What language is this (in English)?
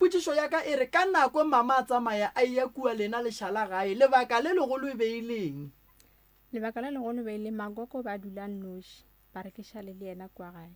Northern Sotho